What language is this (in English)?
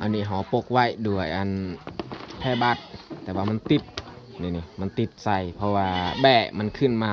Lao